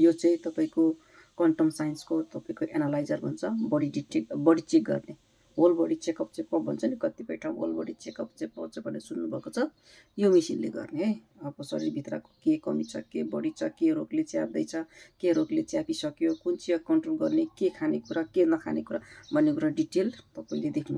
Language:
Nepali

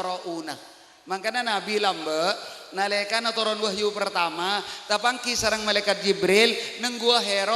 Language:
Madurese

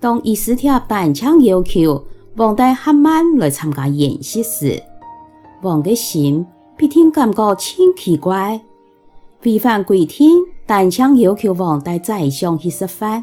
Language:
Hakka Chinese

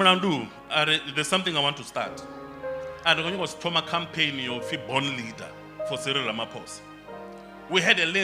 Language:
Venda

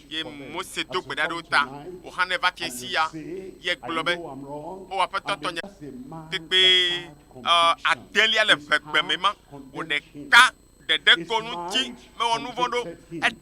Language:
Ewe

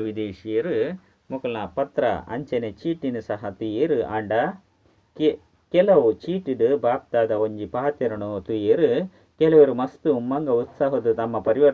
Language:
Tulu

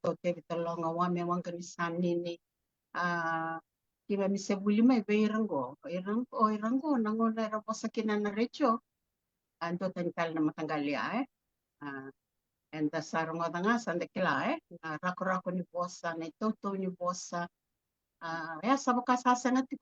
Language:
Fijian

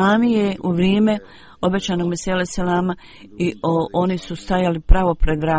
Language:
Bosnian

